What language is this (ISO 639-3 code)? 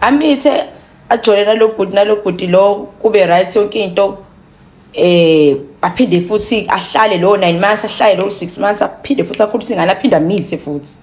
zul